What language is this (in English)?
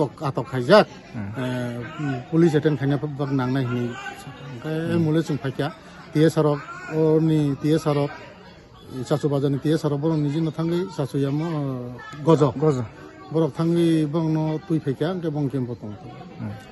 Kok Borok